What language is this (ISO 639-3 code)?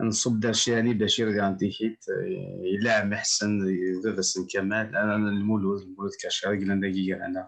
kab